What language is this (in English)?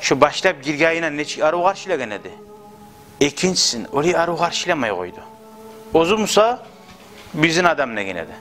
Kumyk